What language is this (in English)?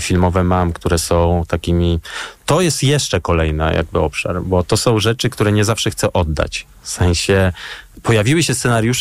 Polish